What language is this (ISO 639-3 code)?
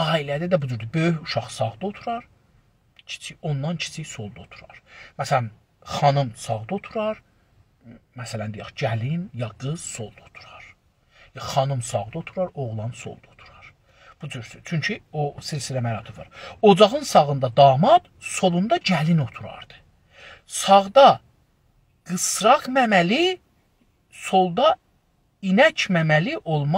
azb